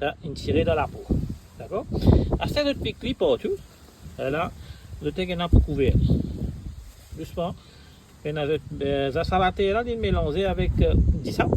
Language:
Morisyen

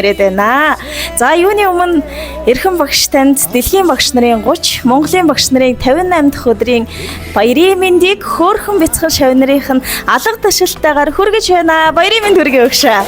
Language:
Mongolian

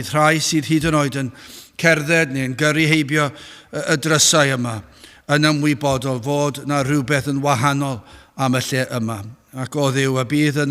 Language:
Welsh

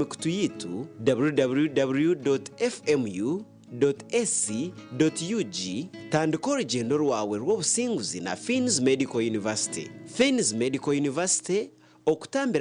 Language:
Nyankole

